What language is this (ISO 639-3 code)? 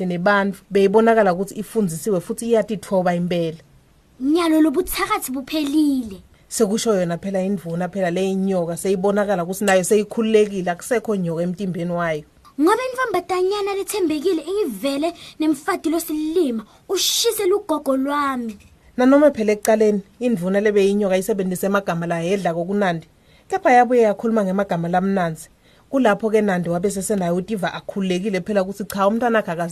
ssw